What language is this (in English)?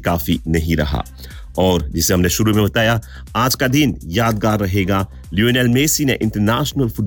Hindi